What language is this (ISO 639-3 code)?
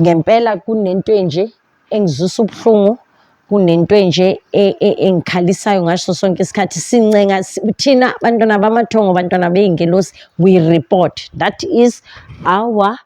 zul